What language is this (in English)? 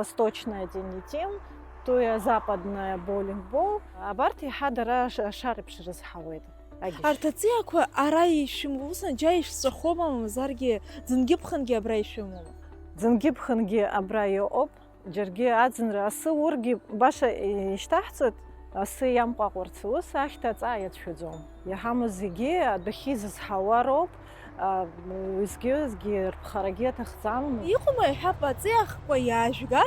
Abkhazian